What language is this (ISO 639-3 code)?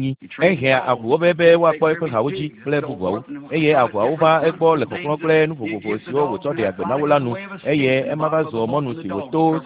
ewe